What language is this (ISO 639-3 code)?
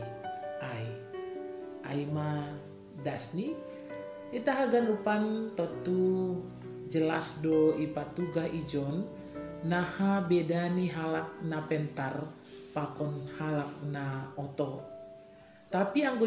bts